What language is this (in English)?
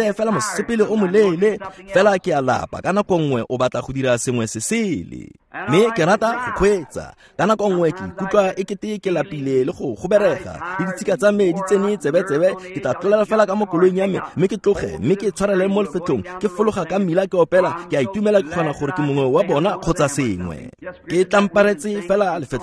Tswana